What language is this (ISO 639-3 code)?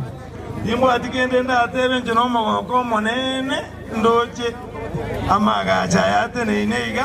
guz